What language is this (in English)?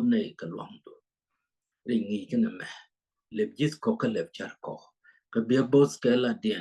Nuer